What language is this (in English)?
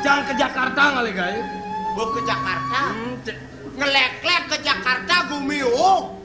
Balinese